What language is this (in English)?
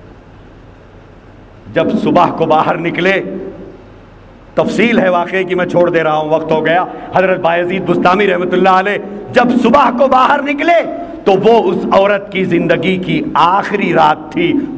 Urdu